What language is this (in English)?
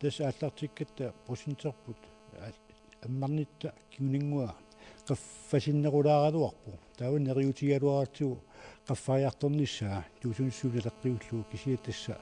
Kalaallisut